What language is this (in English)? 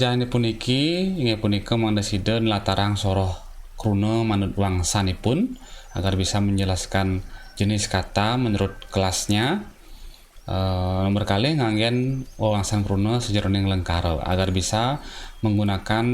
Balinese